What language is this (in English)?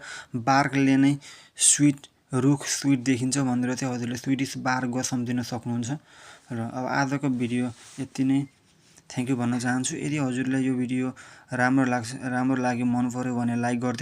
Nepali